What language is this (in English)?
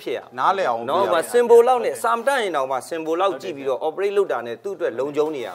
Burmese